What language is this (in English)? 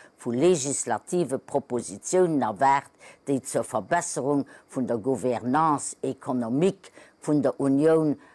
Luxembourgish